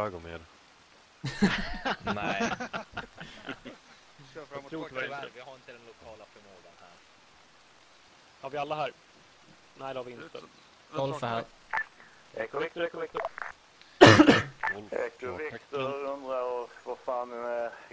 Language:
Swedish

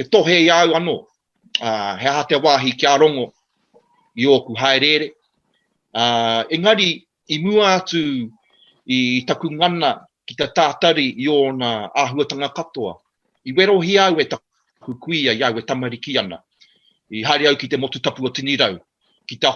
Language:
Māori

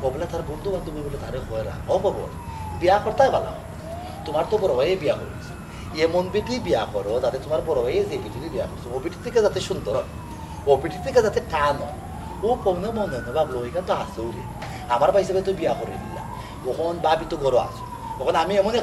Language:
Sylheti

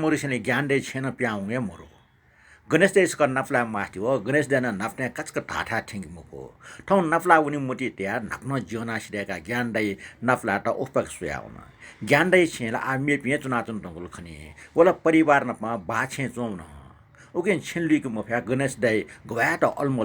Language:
Newari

